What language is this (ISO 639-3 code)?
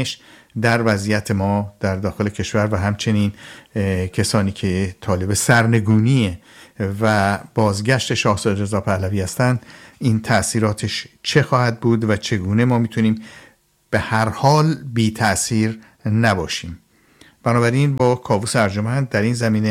fas